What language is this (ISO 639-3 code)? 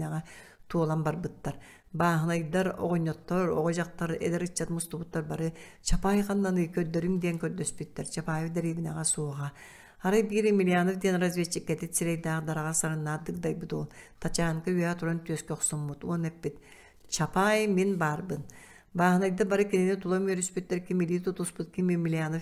sah